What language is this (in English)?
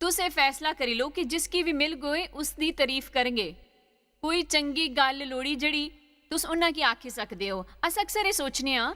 Dogri